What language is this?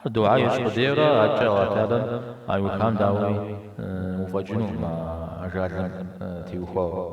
Kabardian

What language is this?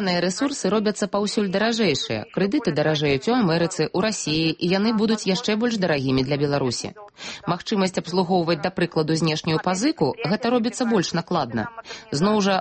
Belarusian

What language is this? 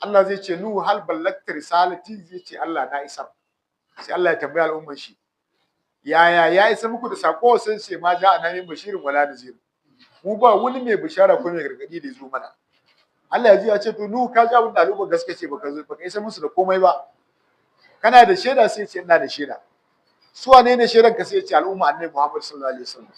Hausa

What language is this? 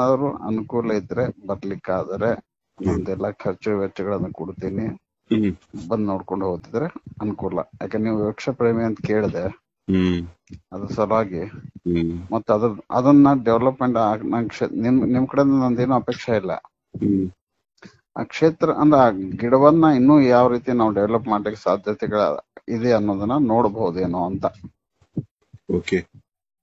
Kannada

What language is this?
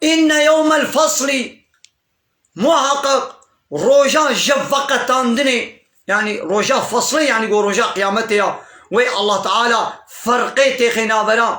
Kurdish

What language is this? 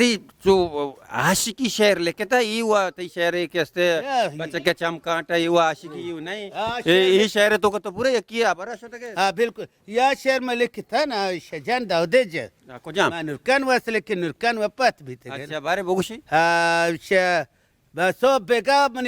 Baluchi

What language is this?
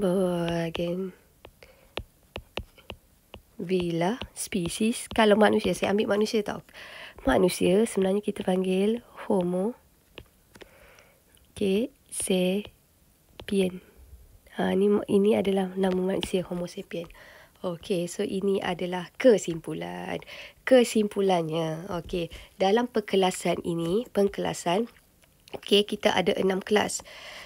Malay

